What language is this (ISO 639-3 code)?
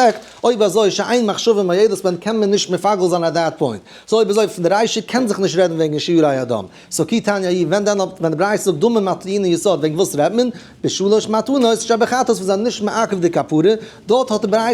yid